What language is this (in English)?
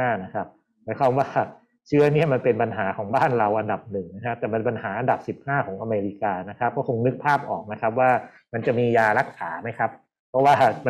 Thai